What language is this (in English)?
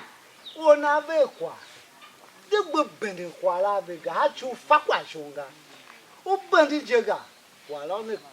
Tiv